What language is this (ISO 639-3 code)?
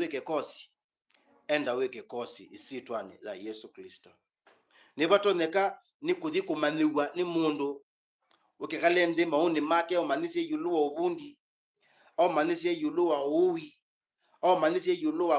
kam